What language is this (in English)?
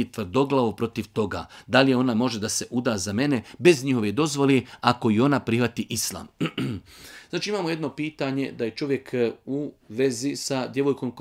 Bosnian